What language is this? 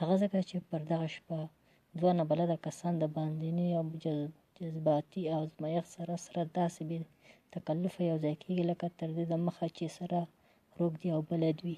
Pashto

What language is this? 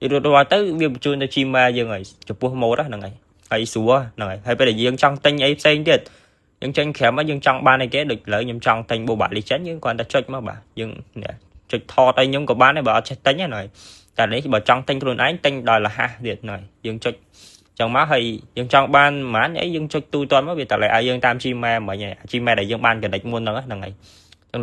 Khmer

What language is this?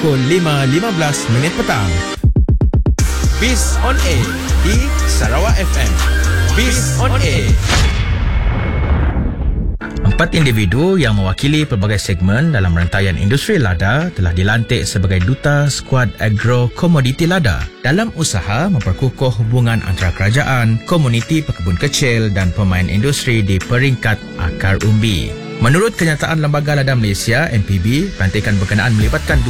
Malay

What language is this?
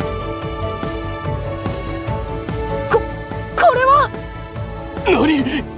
Japanese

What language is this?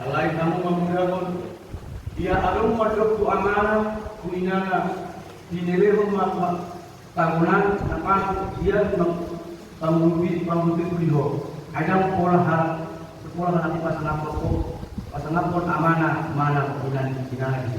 Batak Toba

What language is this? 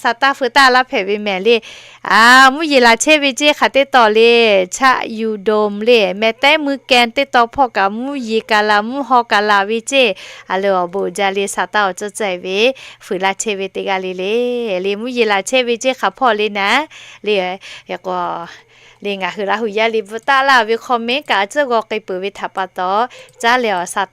Lahu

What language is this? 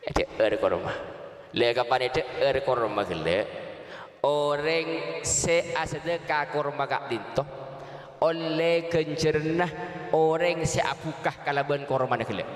Madurese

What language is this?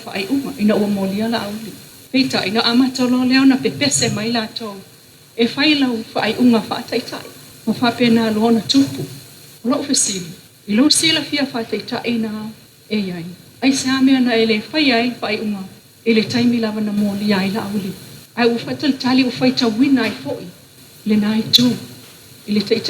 Samoan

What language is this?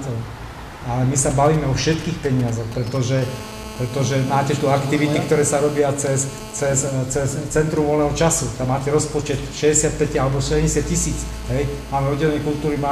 Slovak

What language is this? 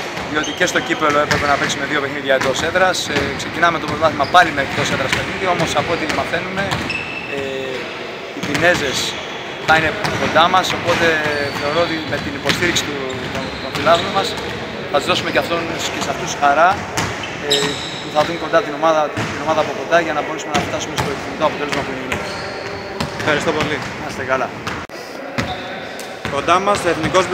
Greek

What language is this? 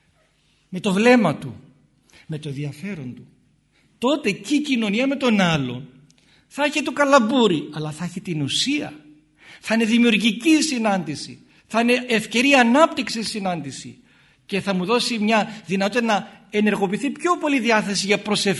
Greek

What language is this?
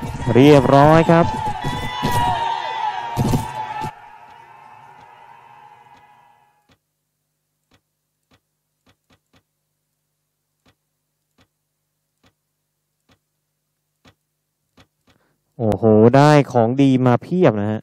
Thai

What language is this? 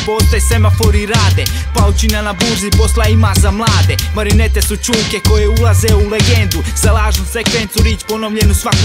Croatian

